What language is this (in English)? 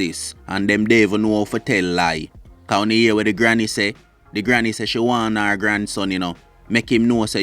Jamaican Creole English